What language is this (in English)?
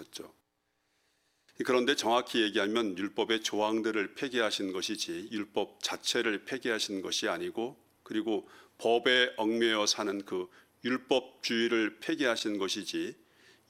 Korean